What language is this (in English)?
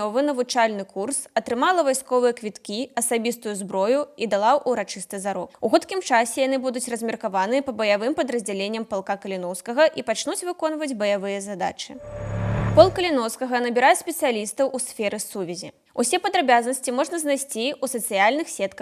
Belarusian